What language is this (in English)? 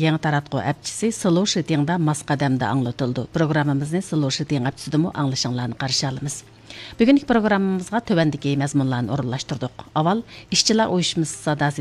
Uyghur